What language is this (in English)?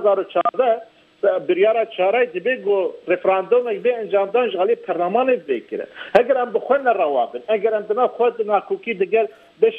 Kurdish